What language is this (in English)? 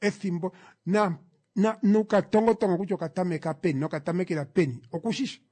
Kuanyama